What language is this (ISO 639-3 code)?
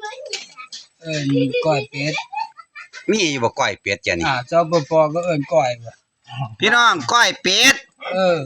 tts